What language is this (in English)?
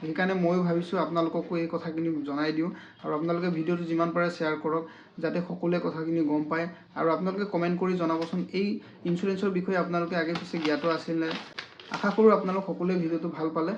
Assamese